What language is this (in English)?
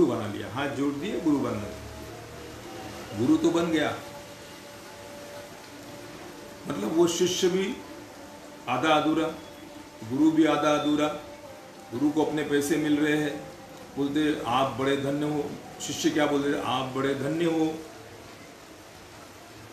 Hindi